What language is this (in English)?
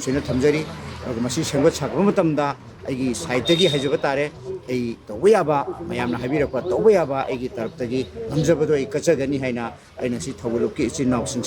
Manipuri